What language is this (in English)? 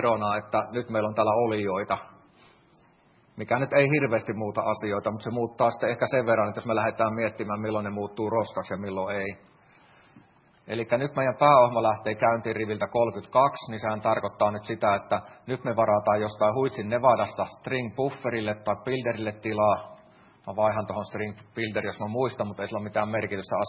Finnish